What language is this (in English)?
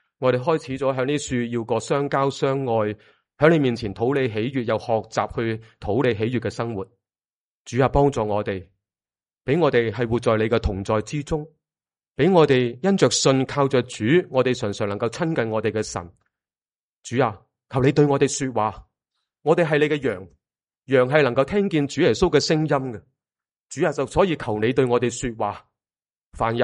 Cantonese